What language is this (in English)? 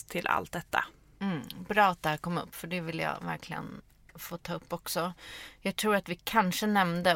Swedish